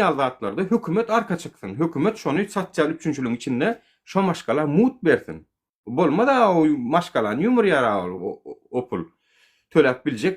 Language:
Turkmen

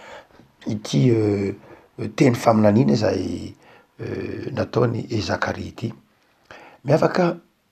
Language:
Malagasy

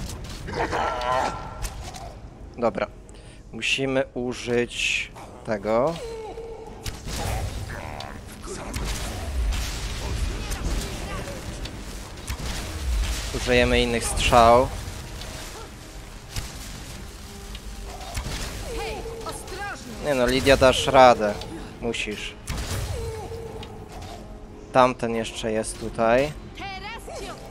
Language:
Polish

